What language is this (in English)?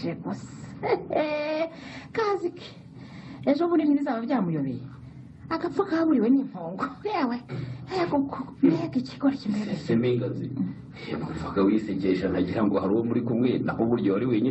Kinyarwanda